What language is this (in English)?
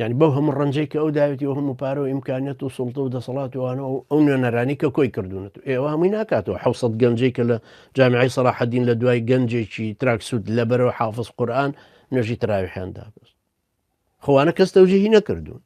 Central Kurdish